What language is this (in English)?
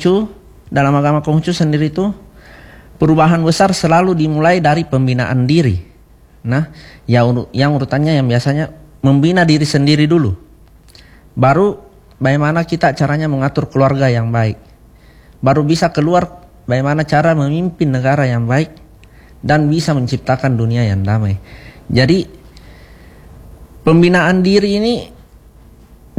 Indonesian